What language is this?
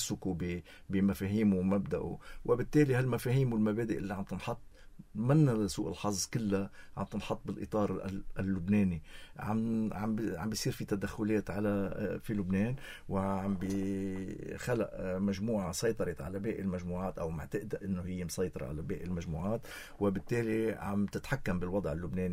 North Levantine Arabic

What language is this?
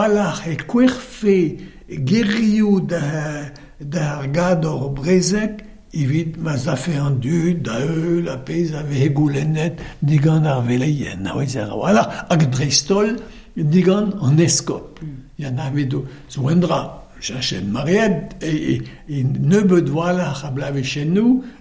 Breton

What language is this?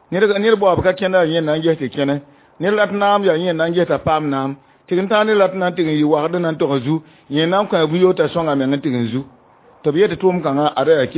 Mossi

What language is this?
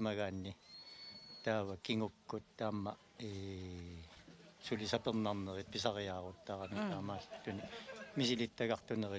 Kalaallisut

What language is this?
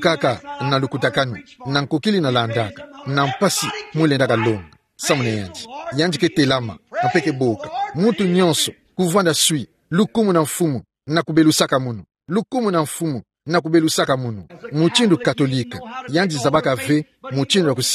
Kituba (Democratic Republic of Congo)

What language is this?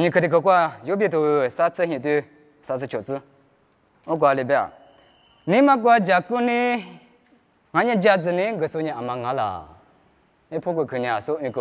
Lisu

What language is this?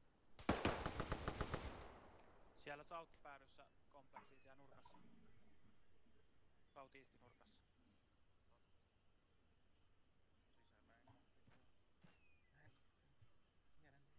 Finnish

